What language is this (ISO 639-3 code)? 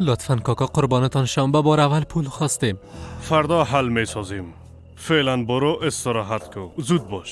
fas